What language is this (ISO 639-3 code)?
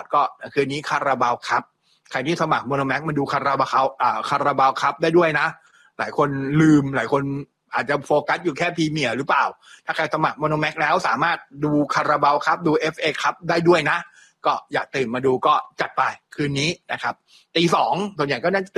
tha